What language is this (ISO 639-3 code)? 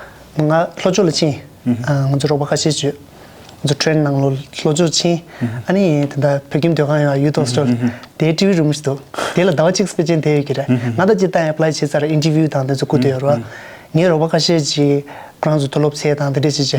bod